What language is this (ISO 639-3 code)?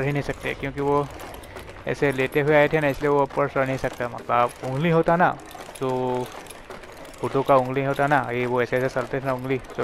hin